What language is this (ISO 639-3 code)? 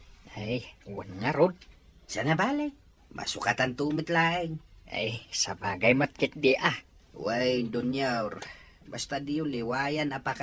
ilo